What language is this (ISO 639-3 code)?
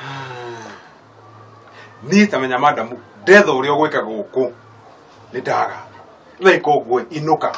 kik